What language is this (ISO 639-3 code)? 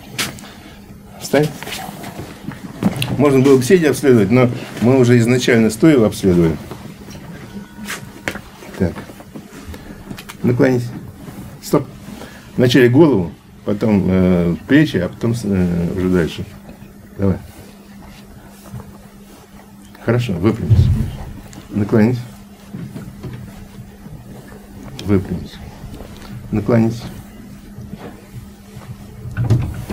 rus